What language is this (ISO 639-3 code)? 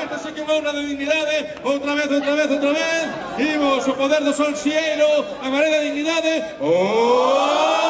glg